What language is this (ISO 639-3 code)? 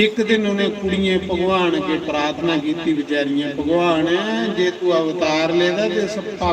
doi